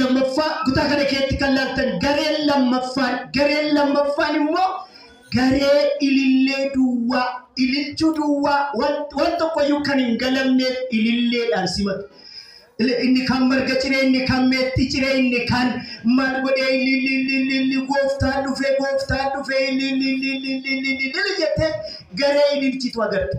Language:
Oromo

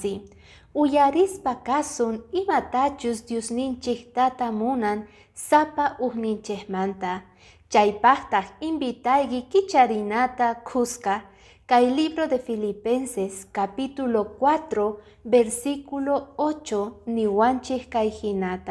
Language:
Quechua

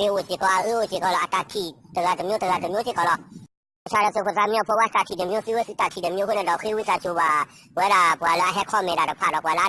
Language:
S'gaw Karen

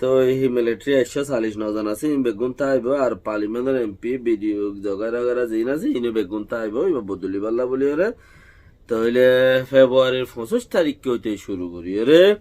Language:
Rohingya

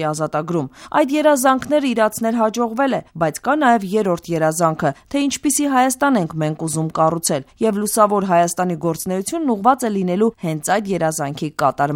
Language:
Armenian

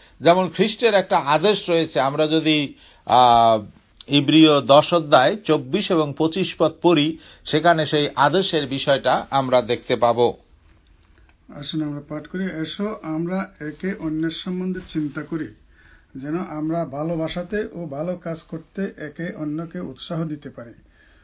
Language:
Bangla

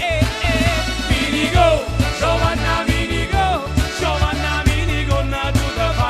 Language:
Neapolitan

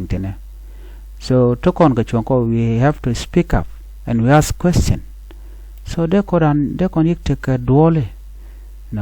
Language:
Nuer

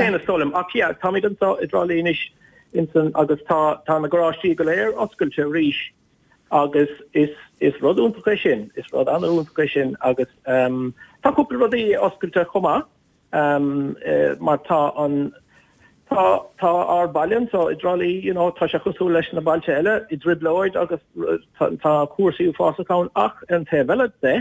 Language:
Irish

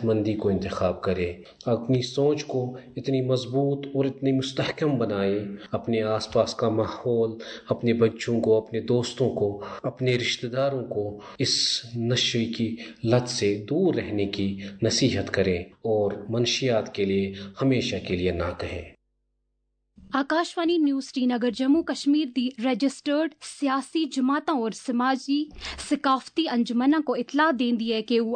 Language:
Urdu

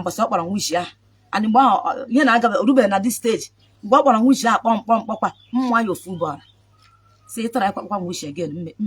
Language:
Igbo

